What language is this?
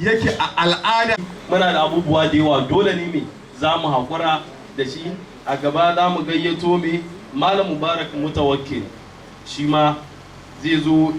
Hausa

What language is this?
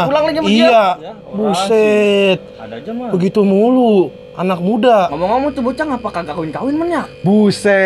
Betawi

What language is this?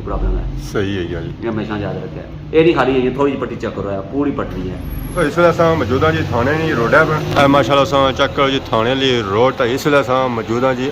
Pahari-Potwari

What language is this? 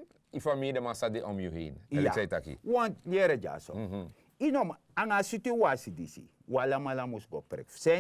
Sranan Tongo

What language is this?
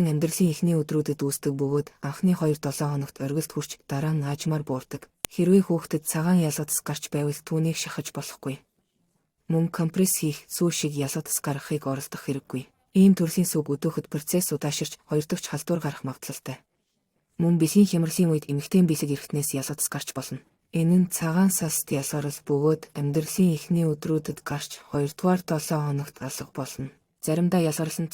Mongolian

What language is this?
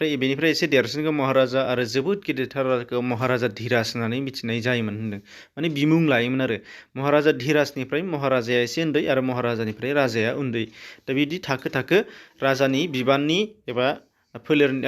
Bodo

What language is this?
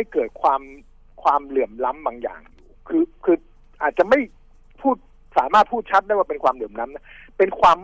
Thai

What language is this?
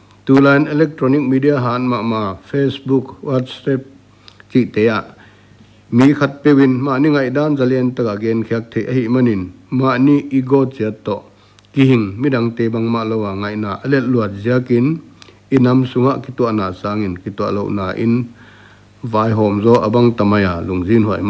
Paite Chin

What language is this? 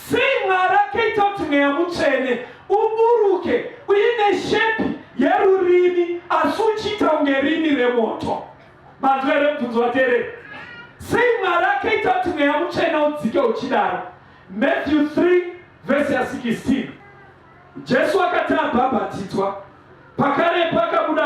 Shona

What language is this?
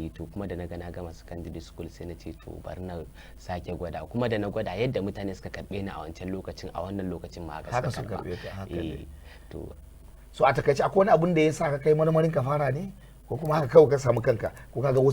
Hausa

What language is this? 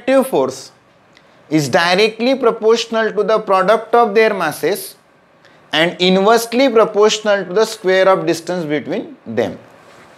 Marathi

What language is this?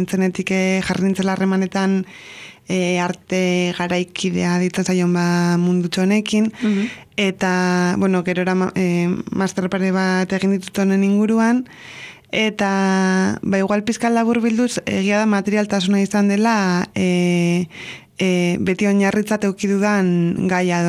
Basque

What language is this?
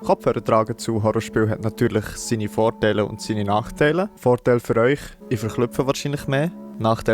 Swiss German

